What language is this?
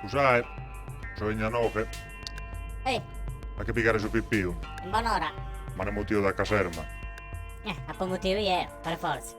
Sardinian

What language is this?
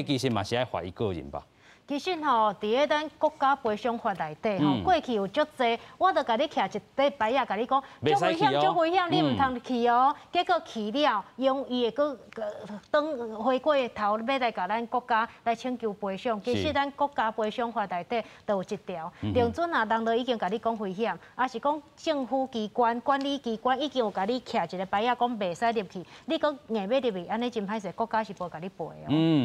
Min Nan Chinese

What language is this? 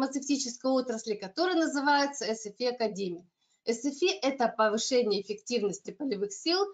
Russian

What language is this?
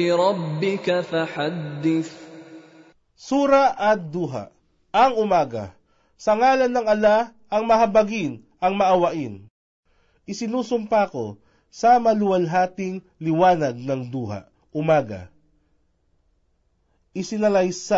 Filipino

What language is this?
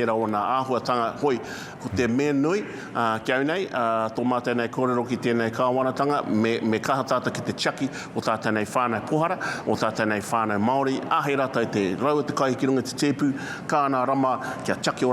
Māori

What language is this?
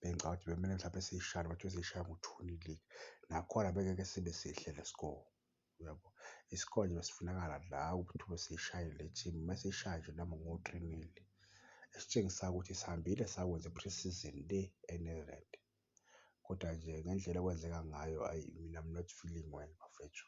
Zulu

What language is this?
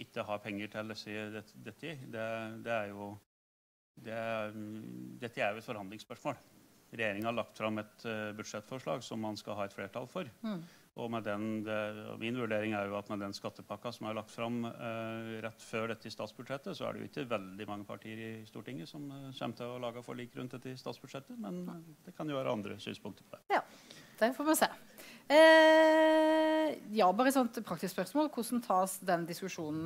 Norwegian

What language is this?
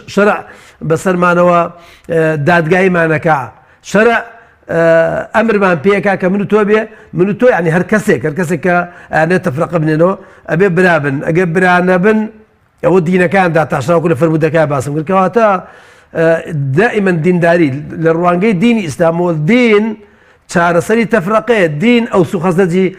Central Kurdish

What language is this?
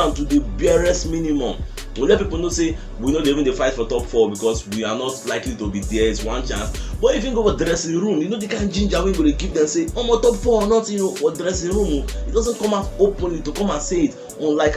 Nigerian Pidgin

